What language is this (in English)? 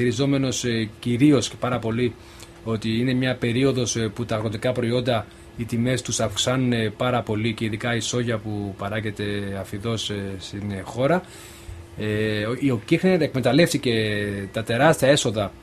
Greek